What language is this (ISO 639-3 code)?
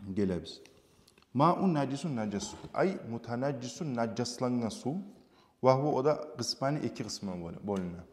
kum